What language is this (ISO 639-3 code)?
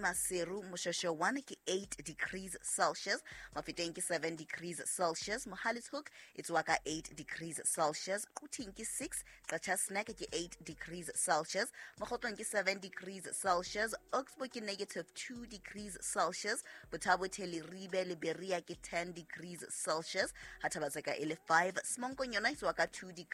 sot